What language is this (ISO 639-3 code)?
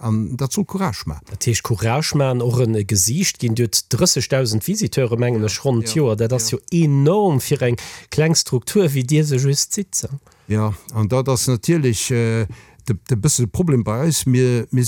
ltz